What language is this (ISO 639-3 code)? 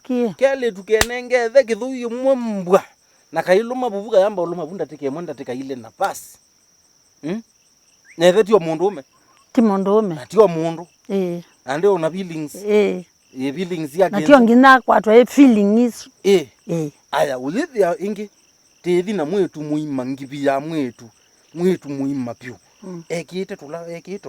kam